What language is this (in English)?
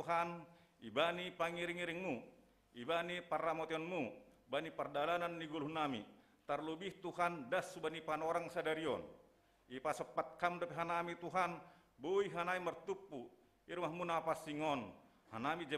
Batak Simalungun